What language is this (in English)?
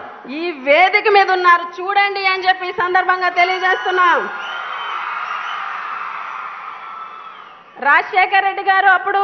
Telugu